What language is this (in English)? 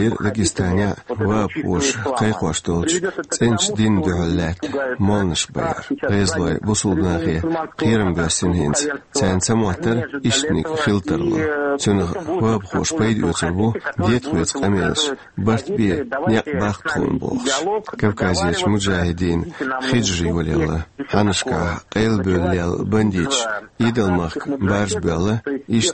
Chechen